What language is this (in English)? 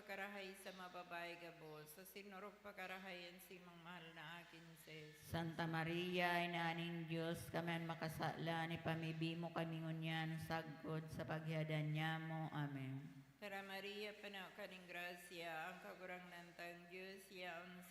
Bikol